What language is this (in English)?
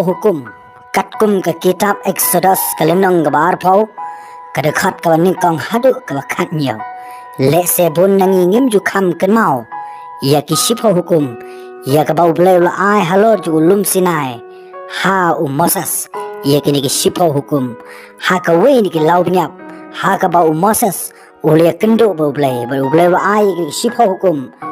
Khasi